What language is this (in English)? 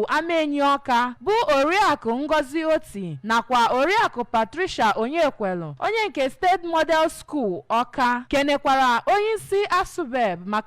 Igbo